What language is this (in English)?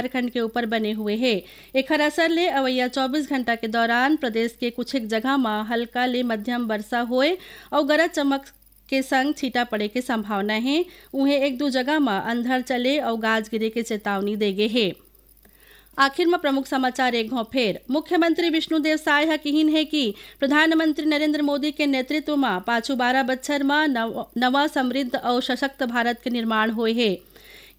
Chhattisgarhi